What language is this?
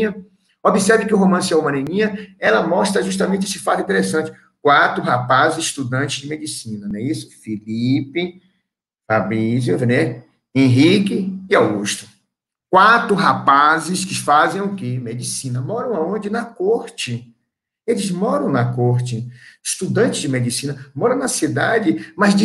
Portuguese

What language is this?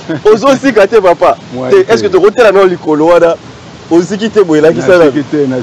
Lingala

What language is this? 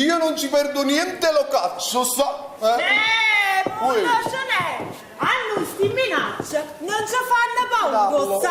Neapolitan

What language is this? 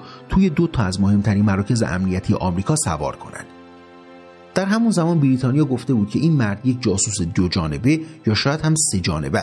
Persian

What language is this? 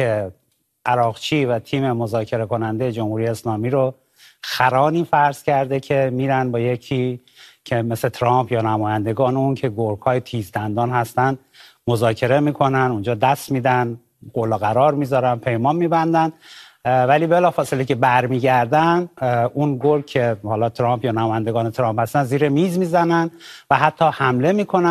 Persian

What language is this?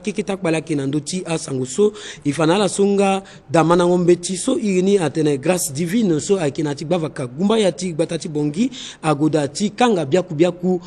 Sango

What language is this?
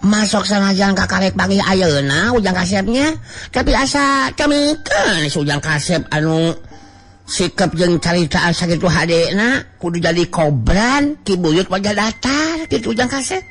Sundanese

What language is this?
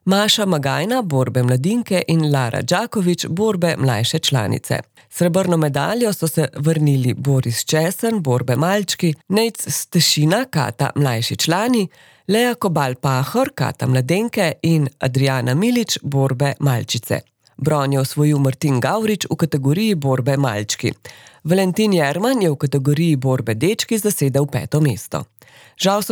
Slovenian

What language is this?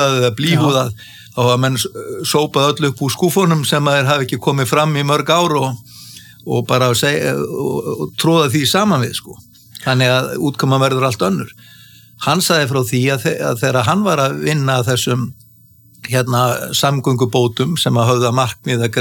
Icelandic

